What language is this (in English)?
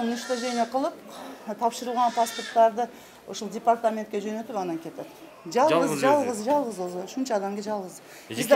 Kyrgyz